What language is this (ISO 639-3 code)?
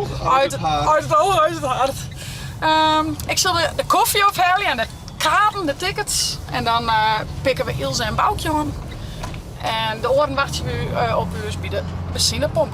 fry